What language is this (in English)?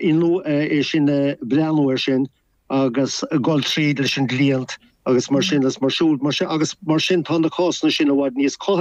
Irish